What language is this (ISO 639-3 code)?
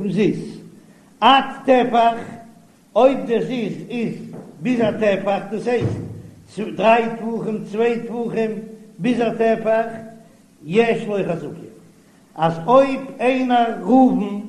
yid